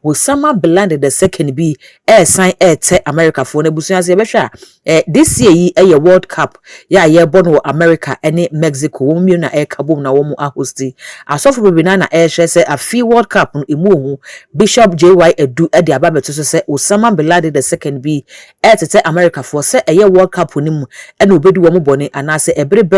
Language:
Akan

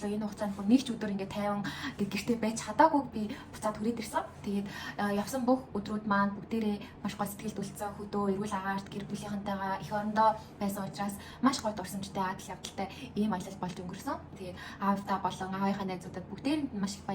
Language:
Mongolian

